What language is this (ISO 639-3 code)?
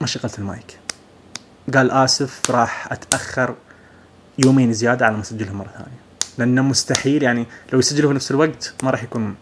ars